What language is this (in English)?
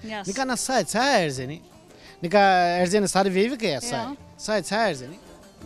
Zaza